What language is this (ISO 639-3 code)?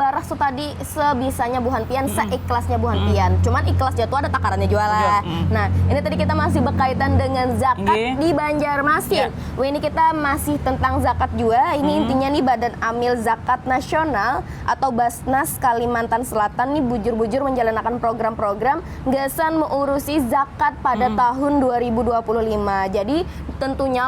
bjn